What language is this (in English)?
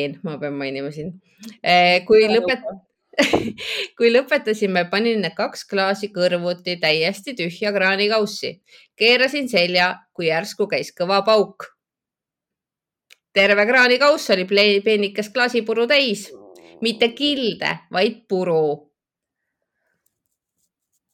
Estonian